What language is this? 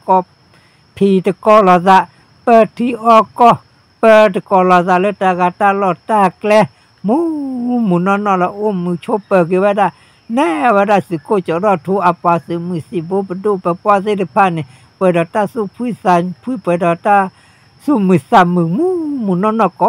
S'gaw Karen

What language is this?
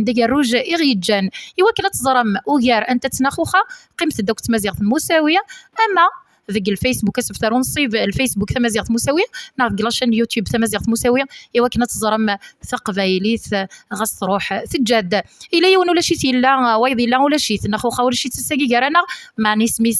Kabyle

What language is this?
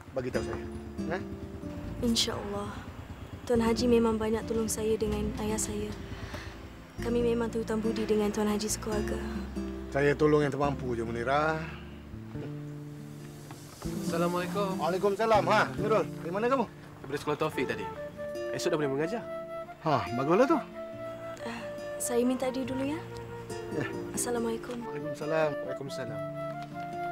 Malay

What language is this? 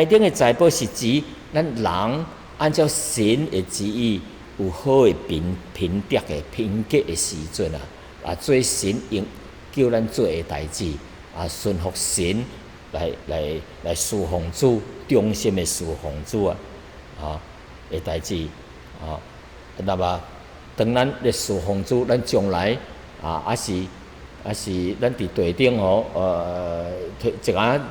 Min Nan Chinese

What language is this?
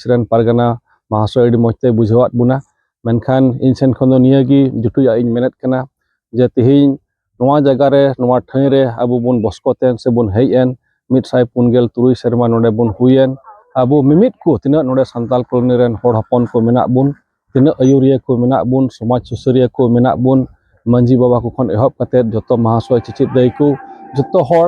Santali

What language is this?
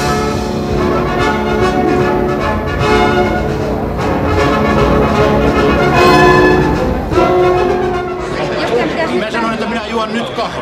Finnish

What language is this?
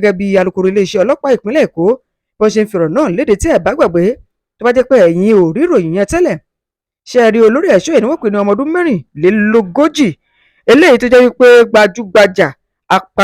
Yoruba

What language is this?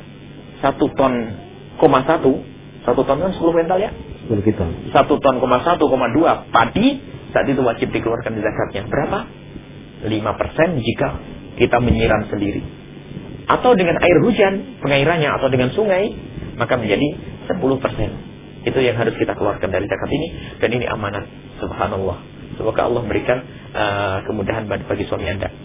Indonesian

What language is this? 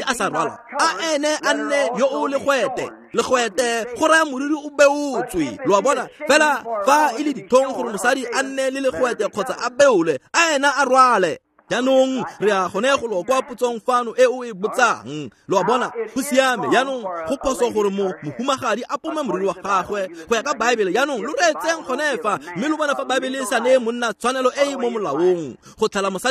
Tswana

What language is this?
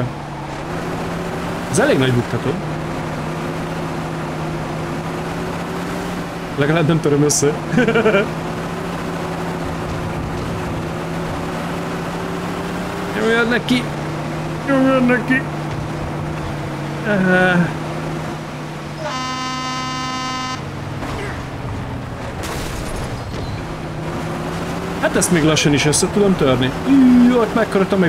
Hungarian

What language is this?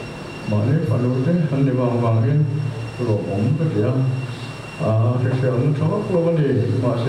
Mizo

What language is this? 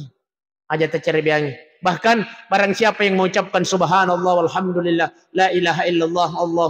Buginese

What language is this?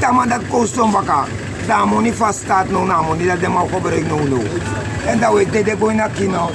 Sranan Tongo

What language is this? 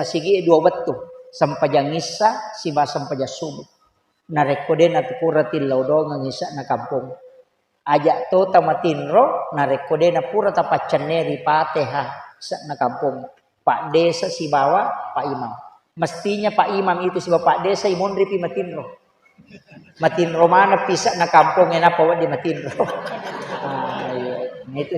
Buginese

